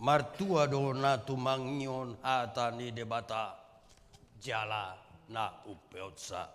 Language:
Batak Toba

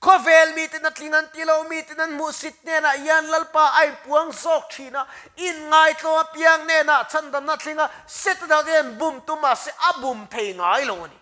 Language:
Mizo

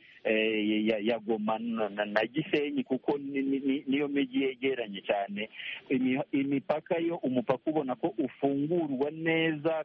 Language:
Kinyarwanda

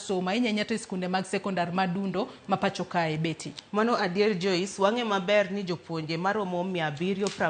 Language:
Luo (Kenya and Tanzania)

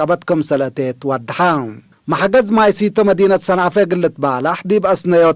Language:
Tigre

